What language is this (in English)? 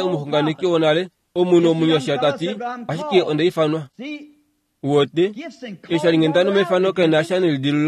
Kuanyama